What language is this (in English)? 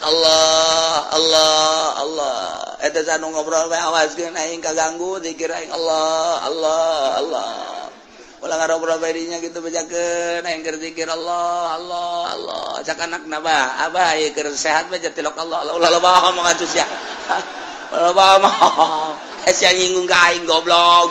Sundanese